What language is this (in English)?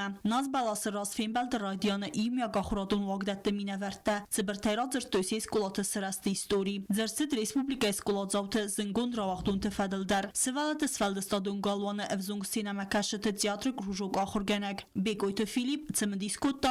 Ossetic